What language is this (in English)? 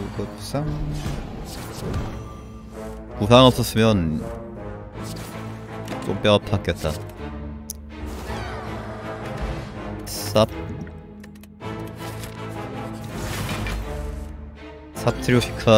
Korean